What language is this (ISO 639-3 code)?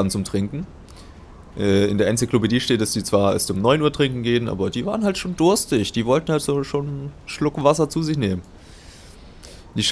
deu